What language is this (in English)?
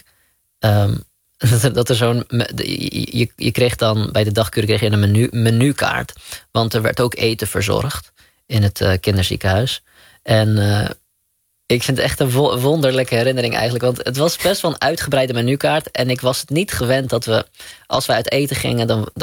Dutch